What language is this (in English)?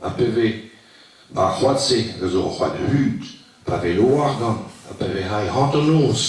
Breton